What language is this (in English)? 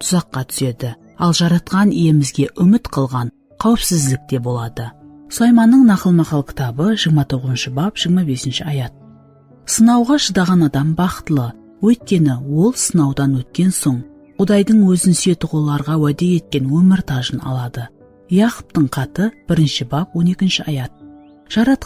Kara-Kalpak